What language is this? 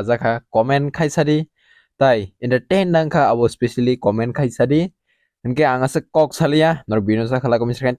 Kok Borok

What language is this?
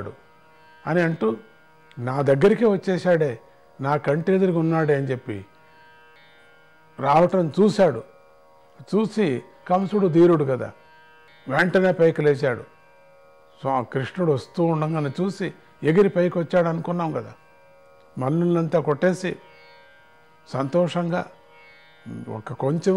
Telugu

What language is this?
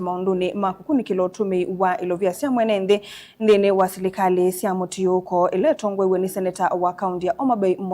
Kamba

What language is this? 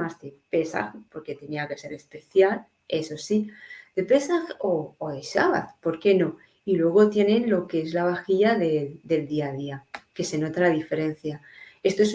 Ladino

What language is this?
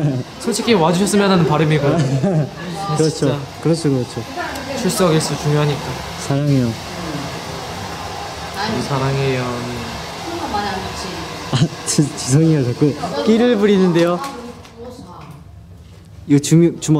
Korean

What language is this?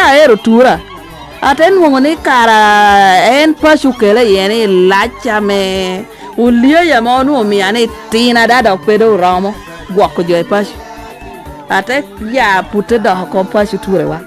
Lango (Uganda)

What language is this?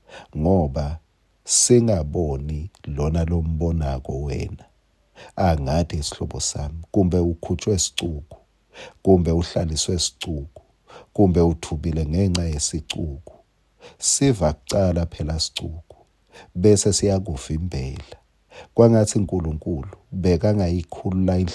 Swati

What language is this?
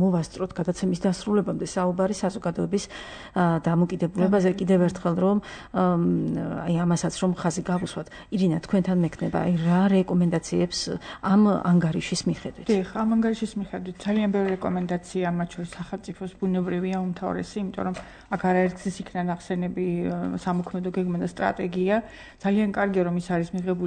Georgian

